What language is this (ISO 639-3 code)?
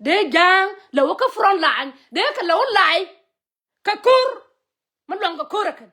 nus